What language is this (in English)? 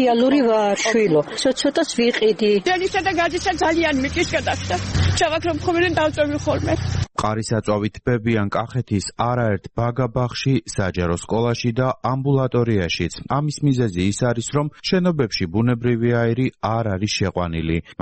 Georgian